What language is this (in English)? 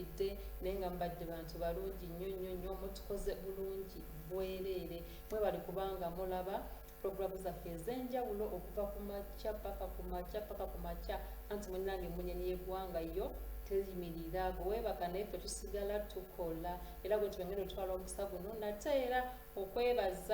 Ganda